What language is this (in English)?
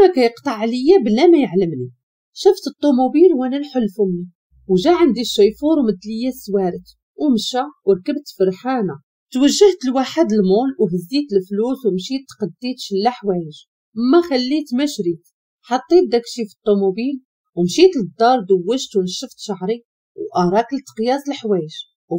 Moroccan Arabic